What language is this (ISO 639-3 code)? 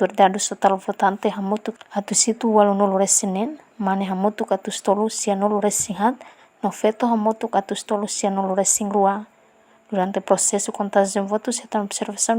tet